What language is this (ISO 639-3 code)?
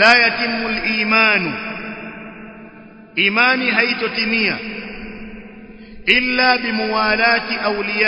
swa